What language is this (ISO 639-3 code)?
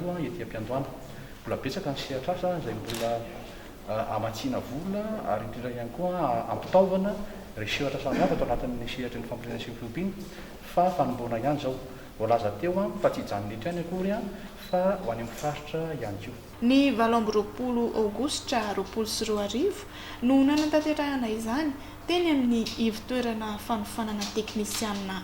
mlg